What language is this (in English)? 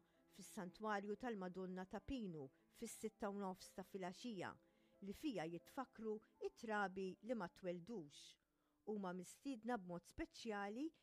Maltese